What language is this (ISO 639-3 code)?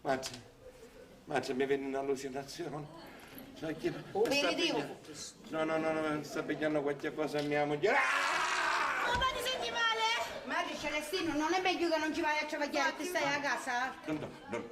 scn